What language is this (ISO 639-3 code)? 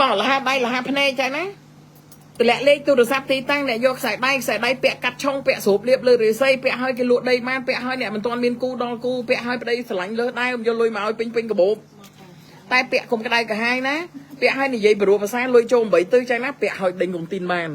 khm